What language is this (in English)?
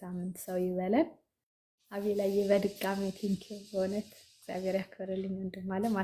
Amharic